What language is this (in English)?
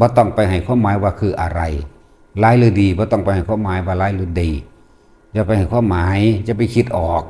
Northeastern Thai